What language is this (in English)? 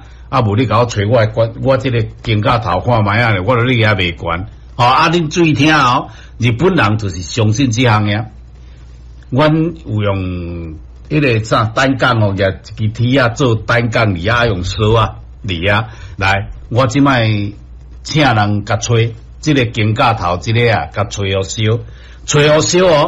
Min Nan Chinese